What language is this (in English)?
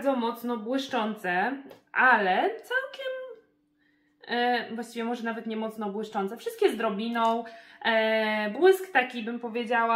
Polish